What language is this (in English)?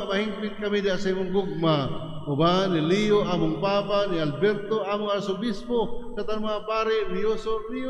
Cebuano